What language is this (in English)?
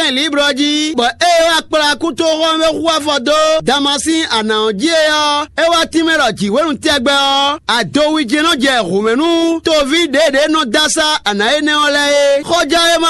Fon